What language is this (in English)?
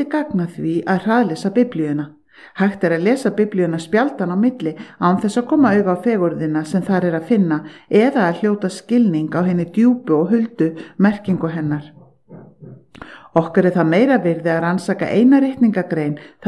Icelandic